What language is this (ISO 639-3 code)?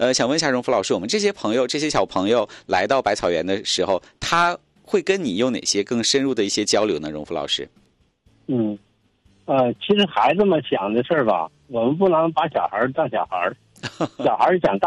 zho